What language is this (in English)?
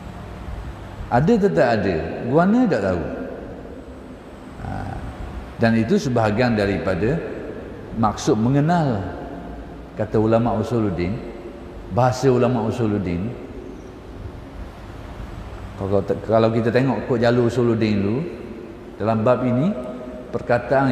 Malay